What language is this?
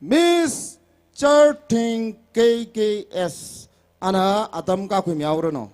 Tangkhul Naga (India)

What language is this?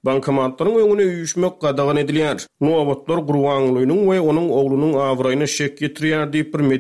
Turkmen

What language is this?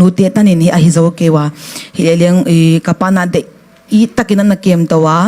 Tedim Chin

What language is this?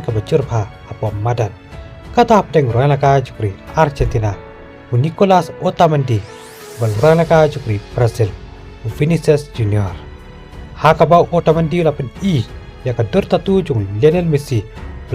Khasi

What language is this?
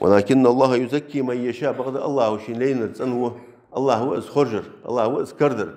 Ingush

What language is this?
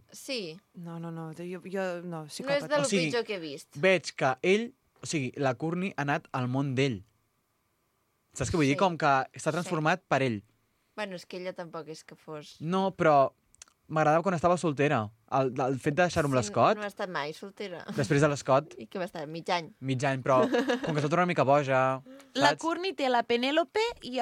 Catalan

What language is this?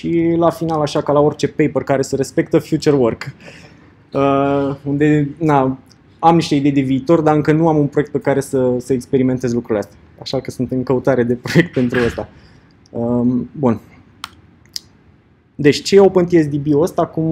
Romanian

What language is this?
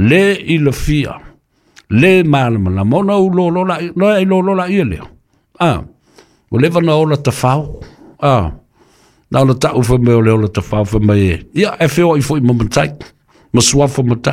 Samoan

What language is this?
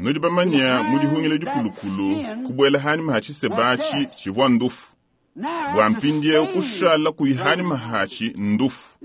Luba-Lulua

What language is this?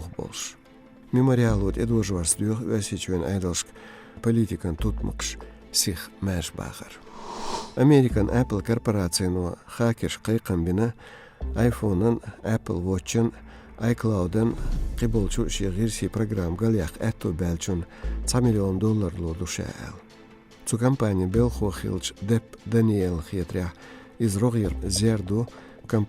Chechen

